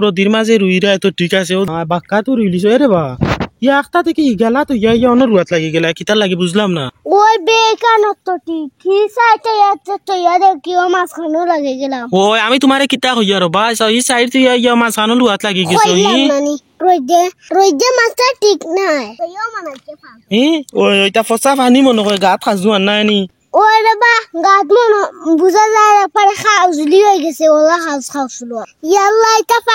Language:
Sylheti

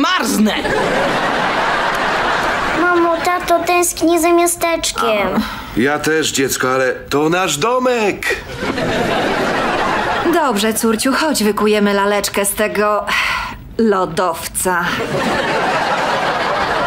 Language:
Polish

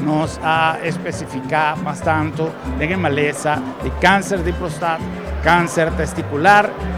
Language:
Papiamento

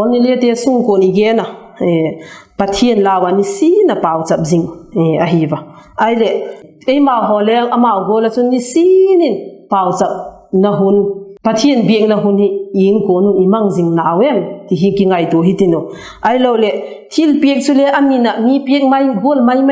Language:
Vaiphei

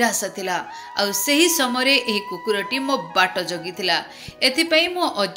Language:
Odia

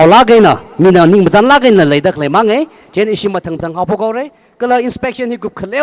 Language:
Tangkhul Naga (India)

